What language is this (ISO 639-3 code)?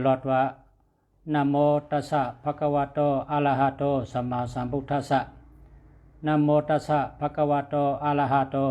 shn